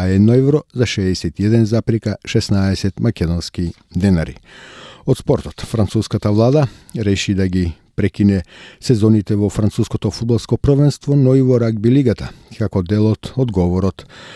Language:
Macedonian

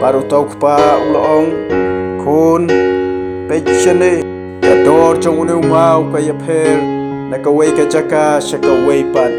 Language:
Khasi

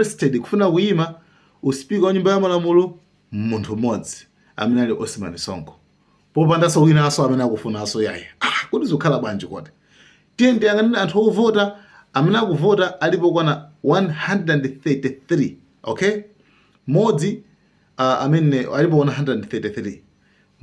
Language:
Nyanja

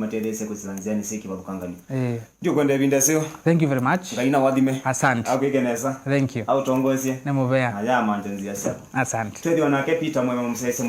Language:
Kamba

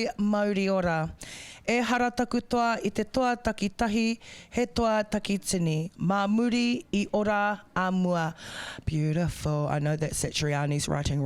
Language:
Māori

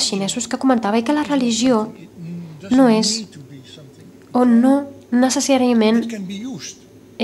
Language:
Catalan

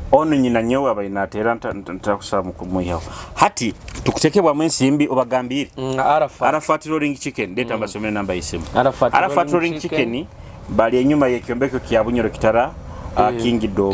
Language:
Nyoro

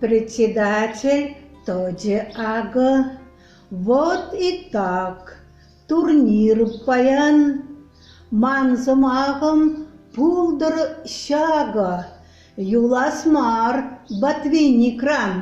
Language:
Chuvash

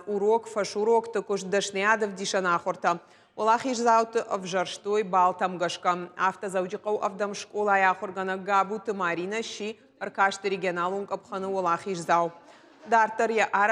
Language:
Ossetic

